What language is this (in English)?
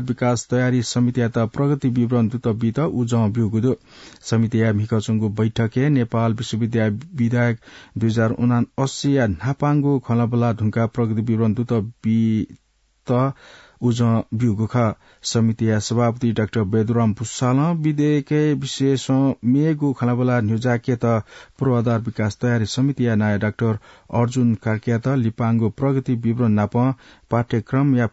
Newari